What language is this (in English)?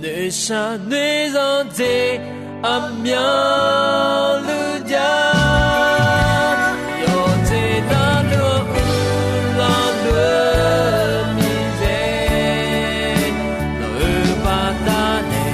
Akha